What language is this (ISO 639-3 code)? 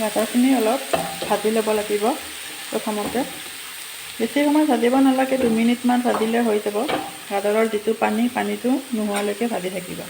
asm